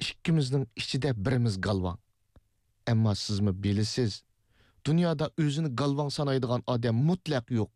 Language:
Uyghur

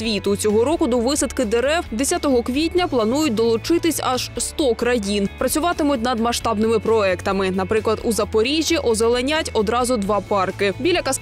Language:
Ukrainian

